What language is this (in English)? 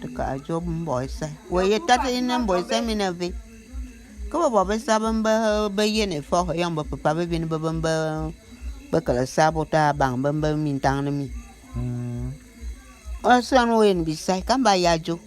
Bulu